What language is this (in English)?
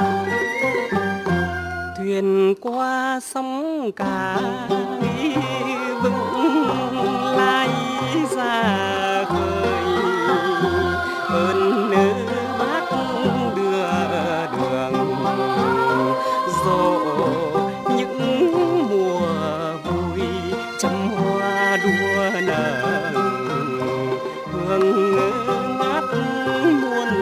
Vietnamese